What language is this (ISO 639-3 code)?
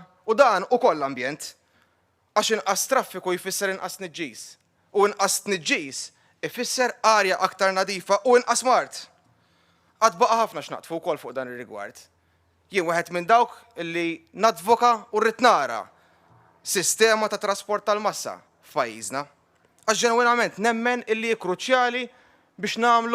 mlt